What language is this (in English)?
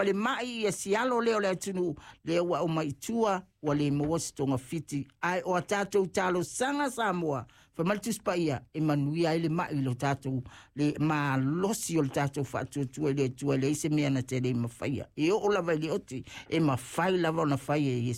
Samoan